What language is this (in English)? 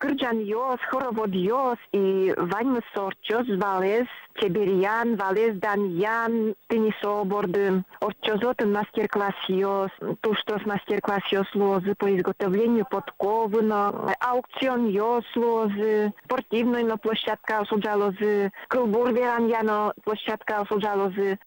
Udmurt